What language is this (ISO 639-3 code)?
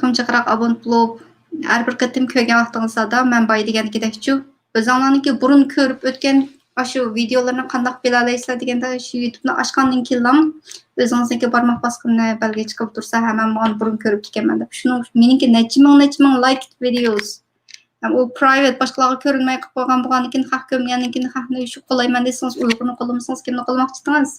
uig